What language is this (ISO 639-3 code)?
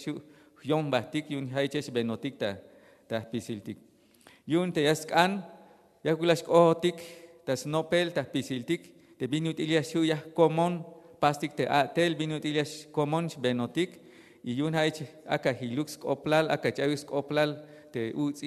tzh